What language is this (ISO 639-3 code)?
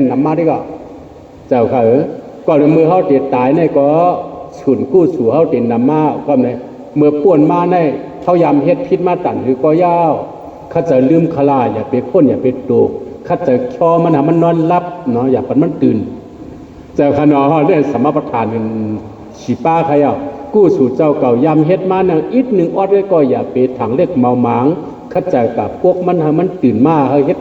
shn